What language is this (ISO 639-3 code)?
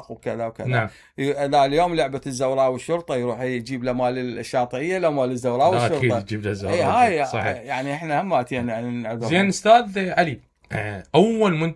acm